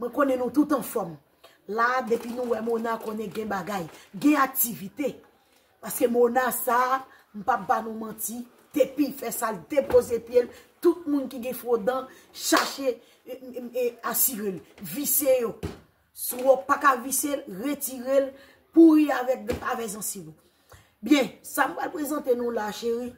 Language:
Haitian Creole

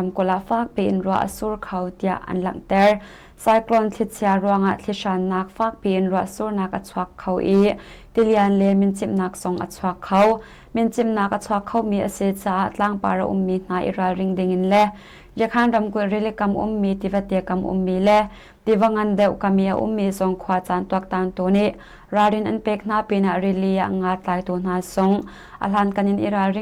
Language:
Hakha Chin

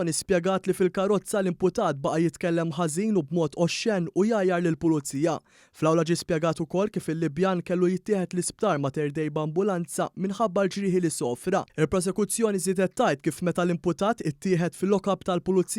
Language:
Maltese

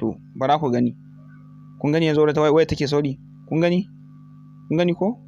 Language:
Hausa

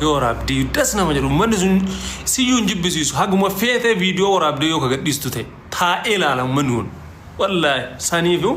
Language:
Oromo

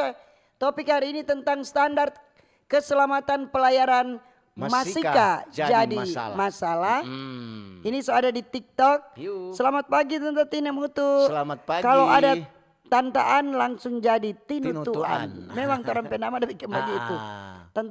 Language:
Manado Malay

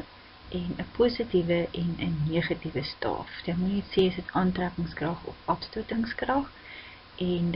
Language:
Afrikaans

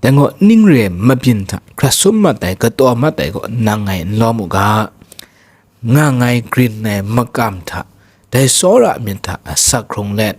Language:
Kachin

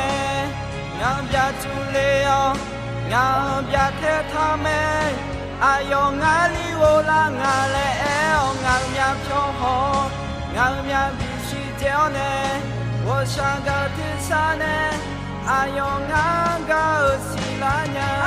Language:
Akha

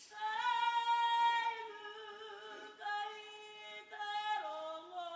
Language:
Māori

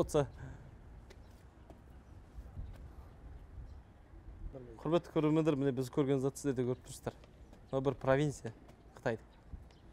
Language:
Kazakh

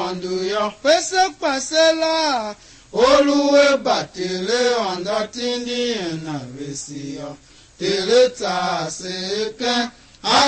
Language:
Tiv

